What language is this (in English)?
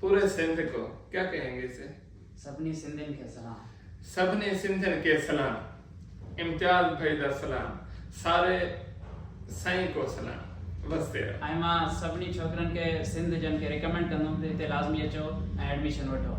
Saraiki